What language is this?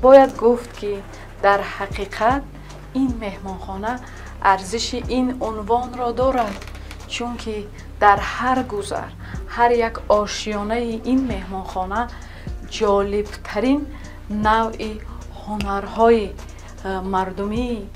Tajik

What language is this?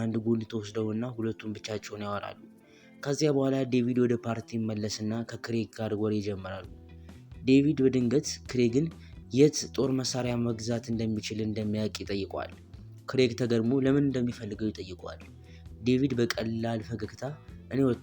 Amharic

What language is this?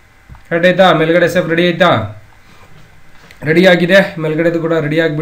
Kannada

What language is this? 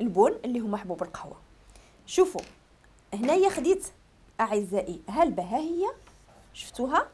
Moroccan Arabic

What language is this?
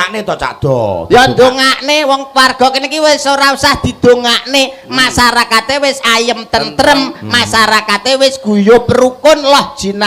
Javanese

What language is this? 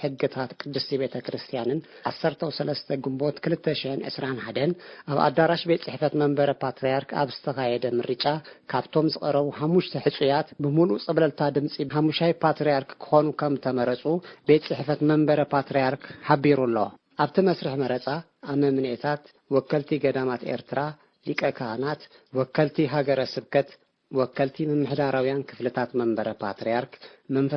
Tigrinya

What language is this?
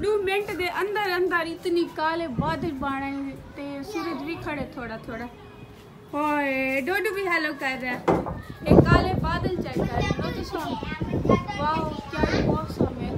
Saraiki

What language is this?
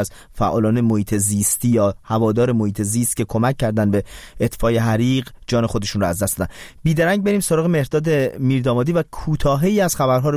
Persian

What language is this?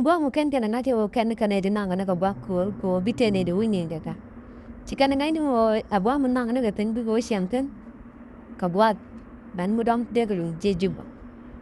Nuer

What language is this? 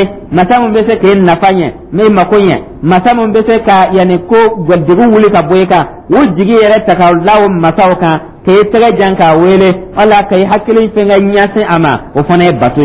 Dyula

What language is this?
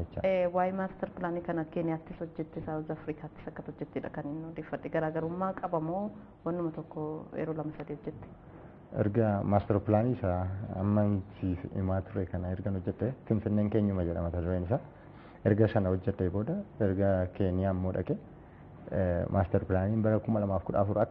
Oromo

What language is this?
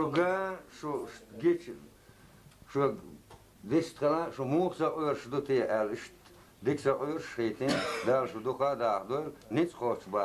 Chechen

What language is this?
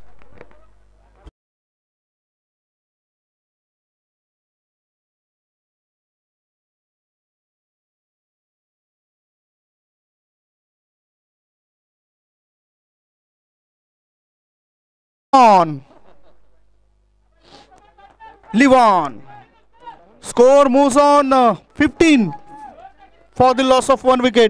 Marathi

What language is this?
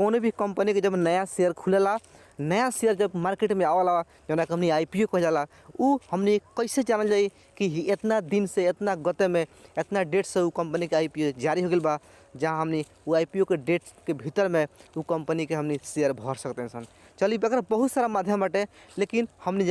Bhojpuri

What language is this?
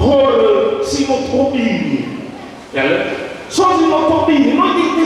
Nias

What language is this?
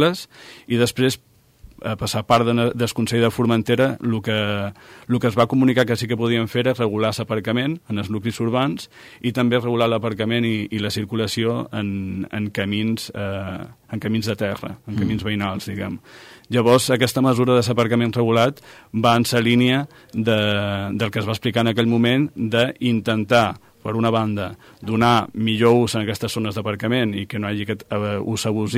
Catalan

